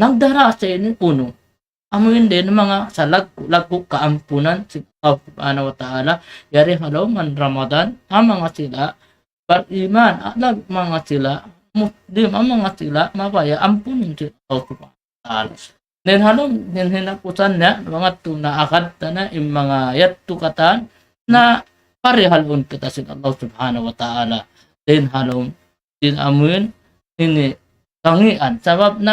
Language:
Tausug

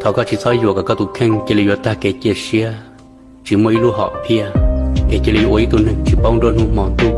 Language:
Hmong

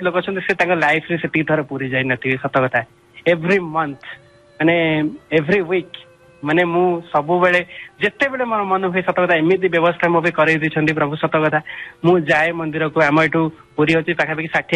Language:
Odia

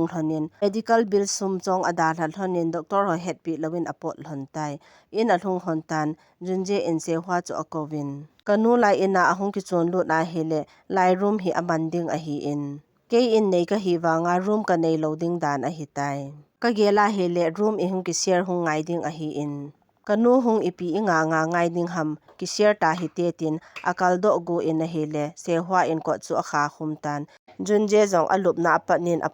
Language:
Thado Chin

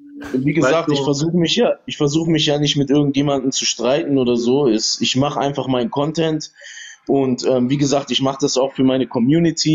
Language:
German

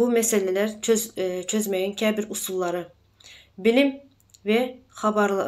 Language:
Turkmen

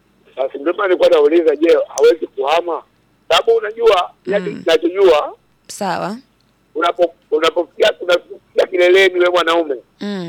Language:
Swahili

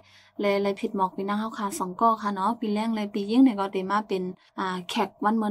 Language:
Shan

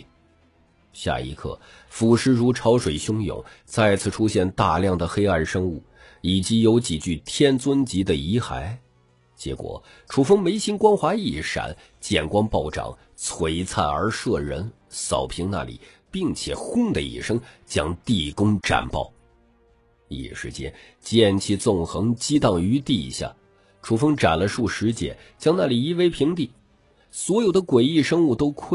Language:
Chinese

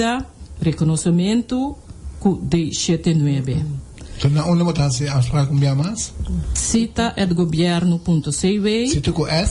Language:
Papiamento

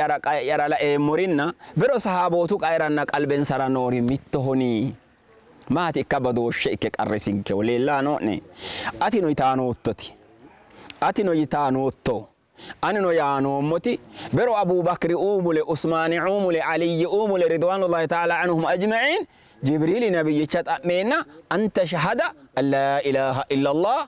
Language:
Sidamo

